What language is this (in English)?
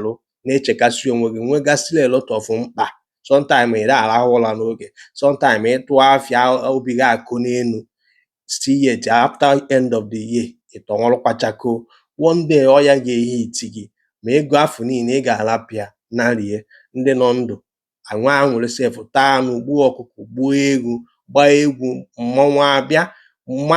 Igbo